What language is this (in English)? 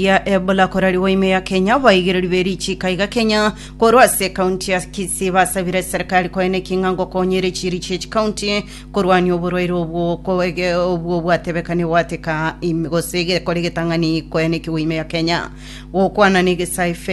Gusii